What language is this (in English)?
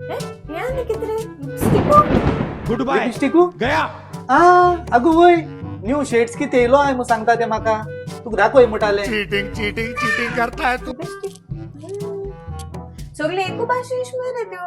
Konkani